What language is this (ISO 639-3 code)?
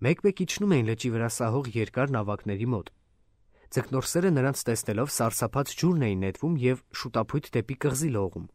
hye